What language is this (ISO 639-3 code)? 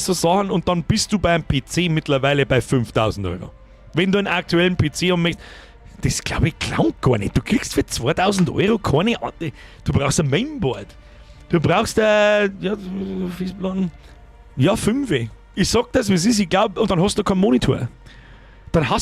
bar